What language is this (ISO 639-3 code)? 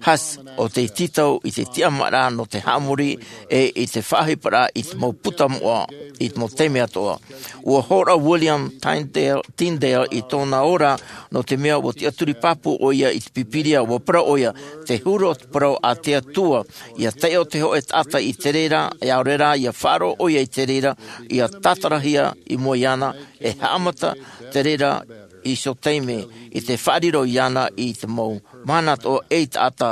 tah